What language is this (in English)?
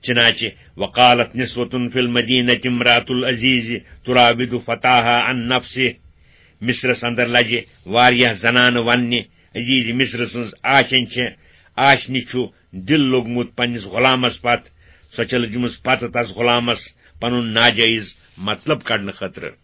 Kashmiri